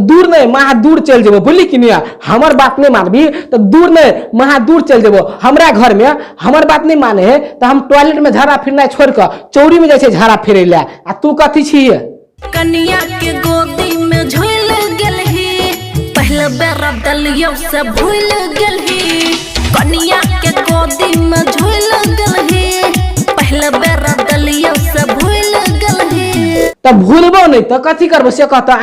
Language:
Maithili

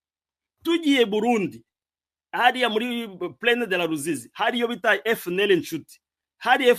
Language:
Kinyarwanda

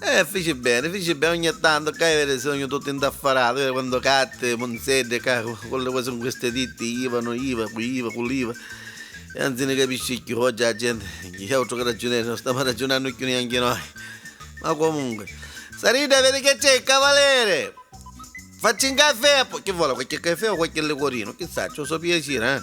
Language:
Neapolitan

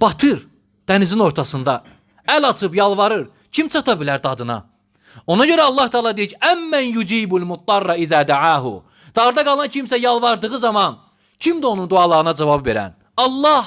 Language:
Azerbaijani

